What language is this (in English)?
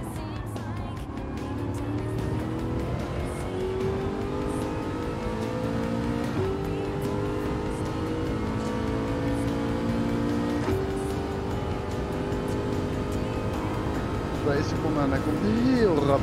Dutch